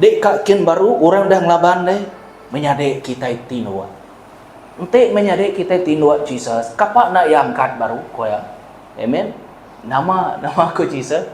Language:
Iban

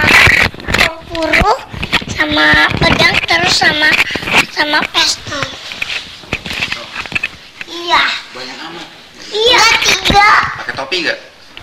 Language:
Indonesian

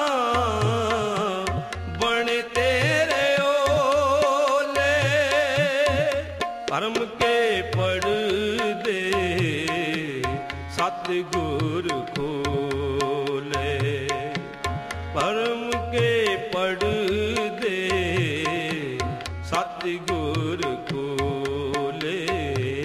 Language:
Punjabi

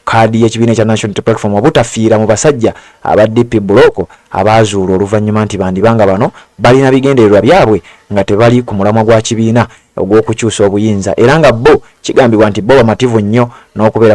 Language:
Ganda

